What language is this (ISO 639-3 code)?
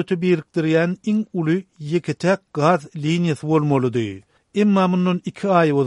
tuk